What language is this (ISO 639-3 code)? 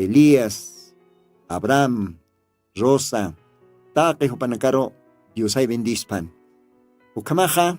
aym